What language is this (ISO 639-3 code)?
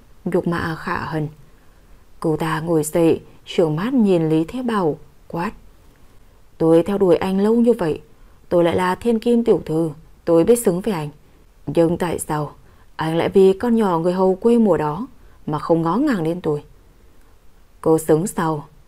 vie